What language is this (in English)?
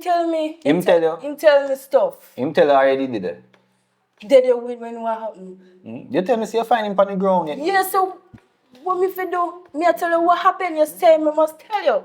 Jamaican Creole English